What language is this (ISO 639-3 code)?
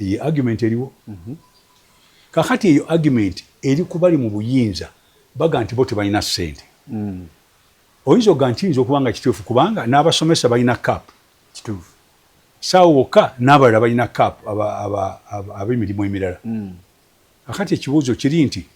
lug